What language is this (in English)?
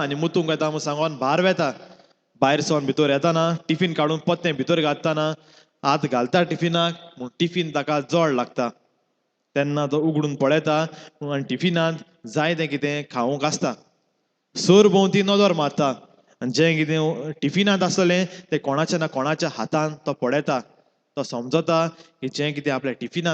Konkani